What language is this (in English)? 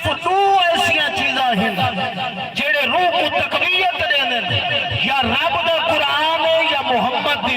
Saraiki